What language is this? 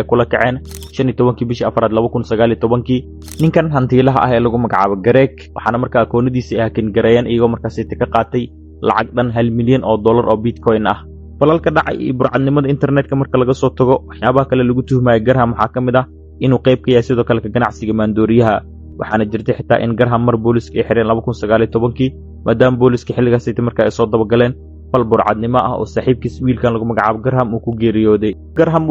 Somali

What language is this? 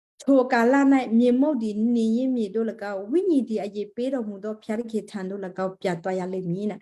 Western Kayah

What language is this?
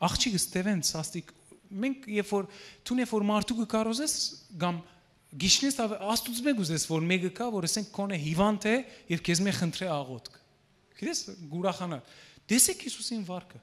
Western Armenian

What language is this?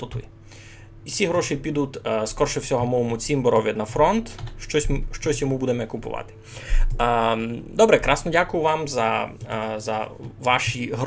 Rusyn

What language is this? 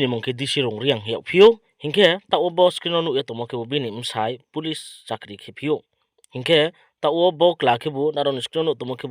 Riang (India)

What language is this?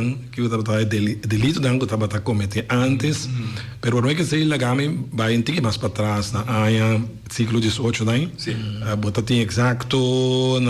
Papiamento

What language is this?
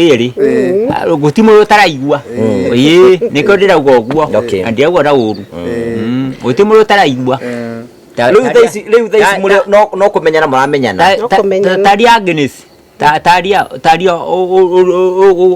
Kikuyu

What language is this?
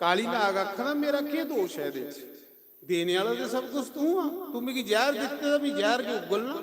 Dogri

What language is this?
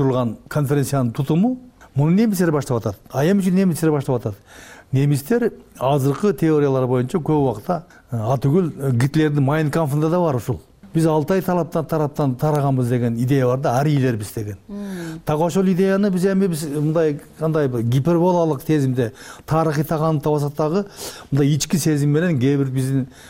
Kyrgyz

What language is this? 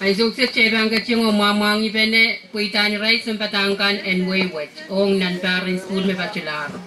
Pohnpeian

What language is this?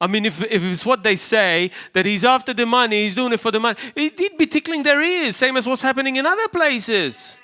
English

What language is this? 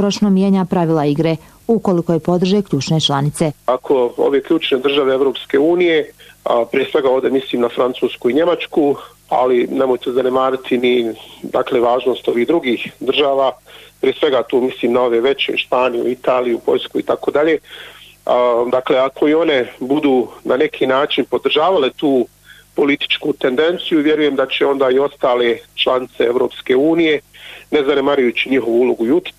Bosnian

